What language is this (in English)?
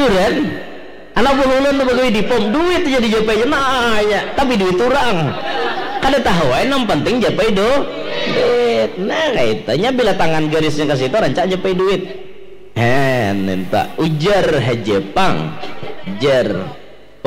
Banjar